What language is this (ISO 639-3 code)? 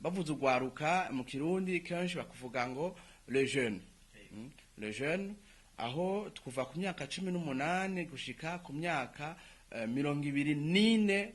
run